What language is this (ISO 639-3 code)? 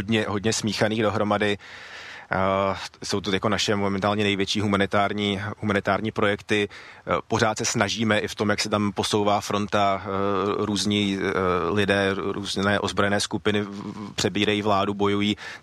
ces